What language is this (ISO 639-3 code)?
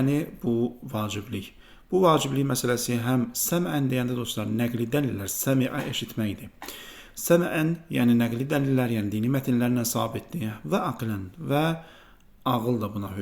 aze